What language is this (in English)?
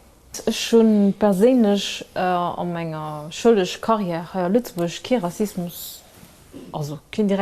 Luxembourgish